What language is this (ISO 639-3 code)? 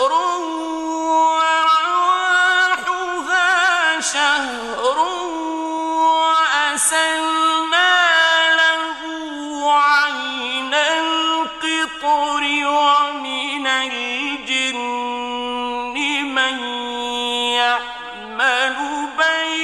ara